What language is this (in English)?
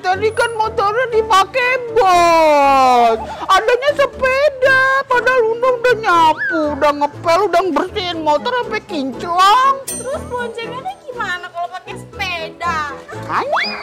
Betawi